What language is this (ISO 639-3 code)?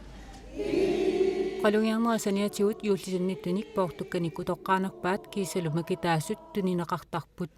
kal